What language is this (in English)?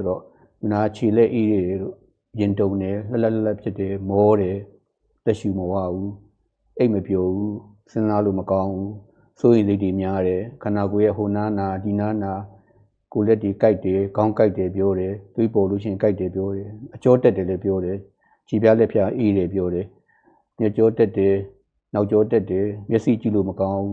Burmese